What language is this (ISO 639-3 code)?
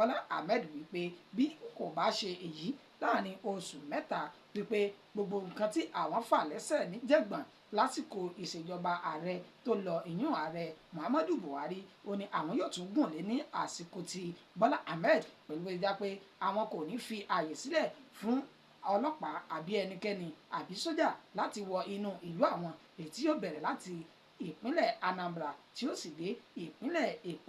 yor